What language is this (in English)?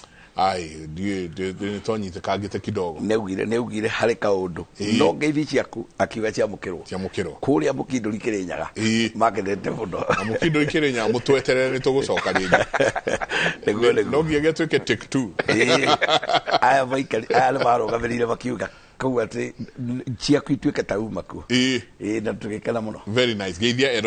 Kikuyu